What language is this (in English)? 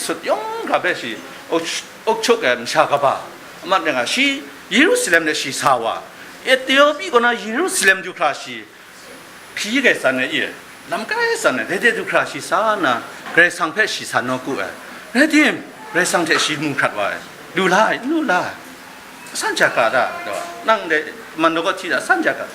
Kachin